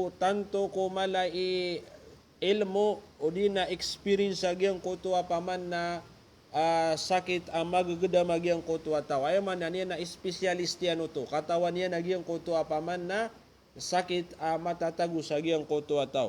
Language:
Maranao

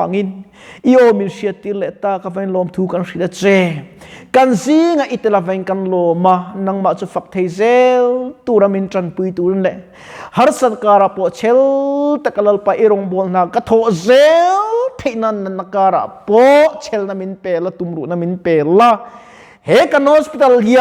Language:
Mizo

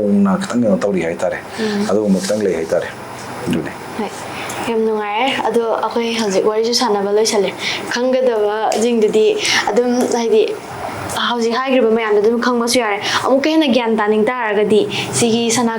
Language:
Manipuri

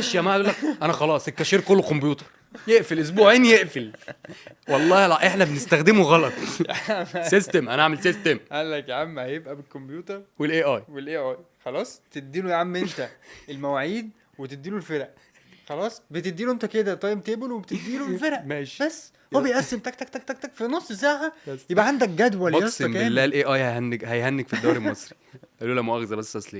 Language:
Egyptian Arabic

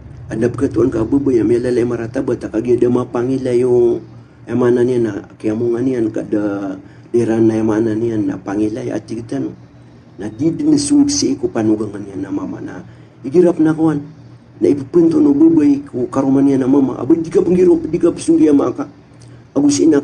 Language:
Maranao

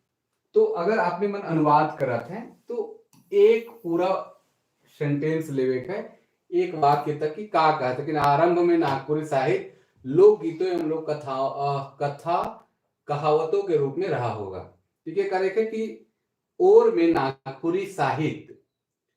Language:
Sadri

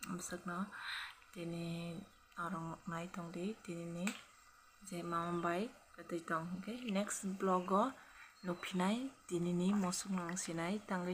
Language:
Kok Borok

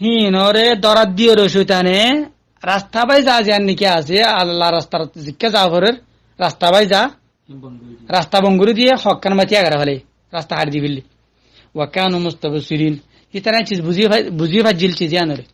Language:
Rohingya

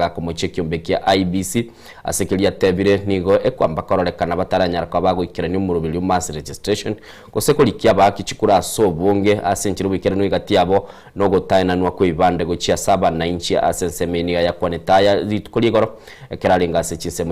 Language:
Gusii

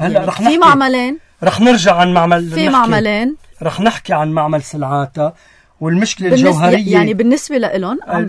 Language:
North Levantine Arabic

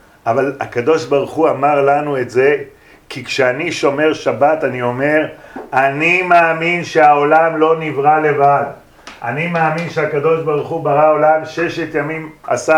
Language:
Hebrew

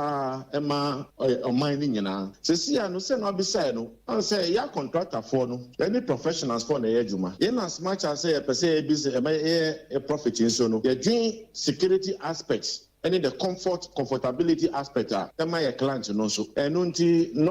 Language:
Akan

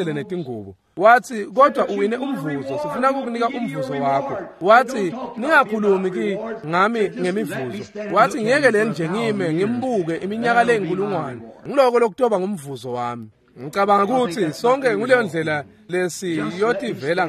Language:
Swati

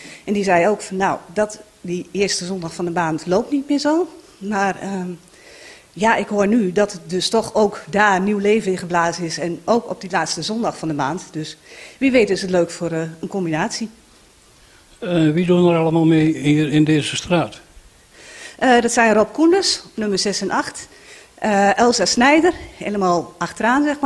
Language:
Dutch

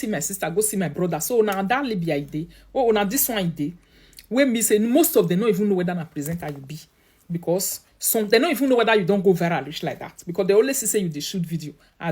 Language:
Nigerian Pidgin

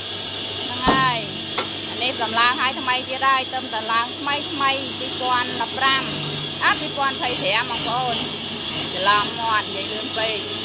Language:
Khmer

